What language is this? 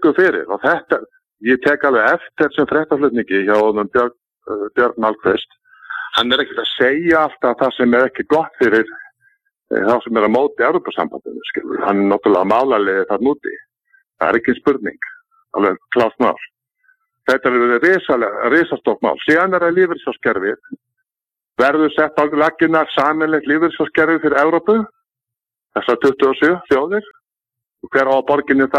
Icelandic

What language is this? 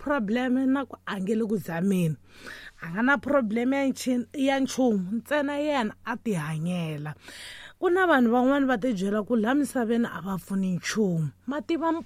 Tsonga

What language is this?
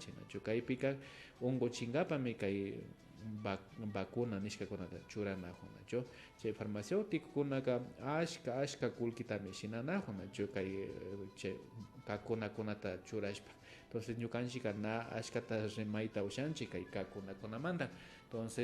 Imbabura Highland Quichua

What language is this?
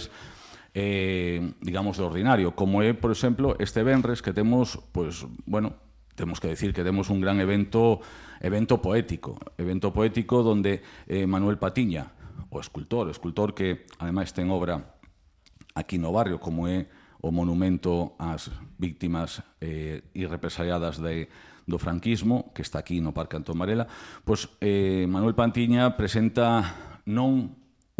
Galician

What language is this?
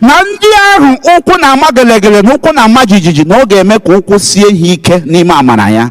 Igbo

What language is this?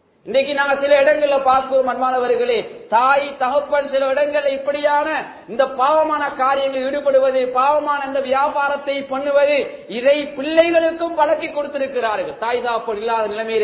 Tamil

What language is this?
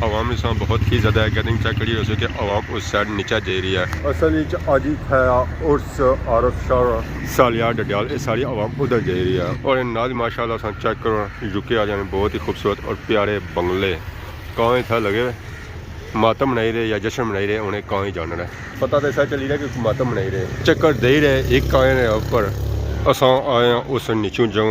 Pahari-Potwari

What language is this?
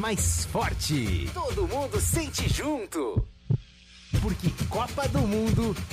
Portuguese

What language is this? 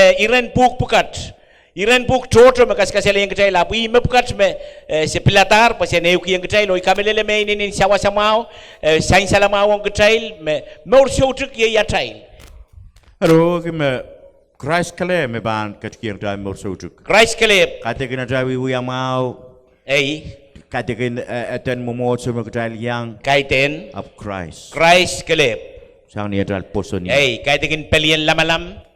Pohnpeian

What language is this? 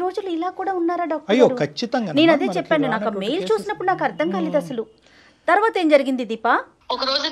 Telugu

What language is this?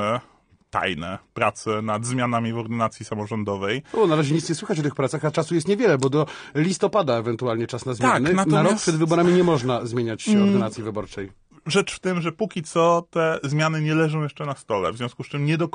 Polish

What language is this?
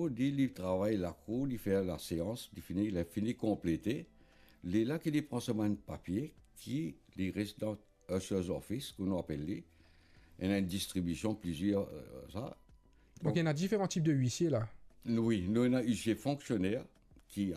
Morisyen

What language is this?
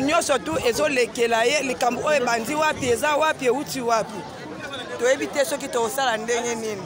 Lingala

